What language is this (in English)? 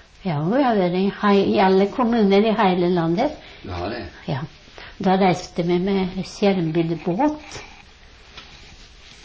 Norwegian